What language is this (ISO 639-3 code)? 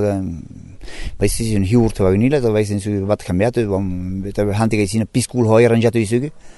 eus